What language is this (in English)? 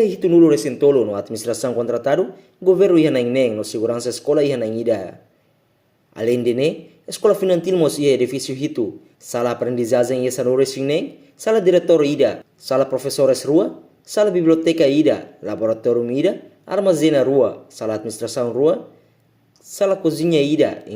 Tetum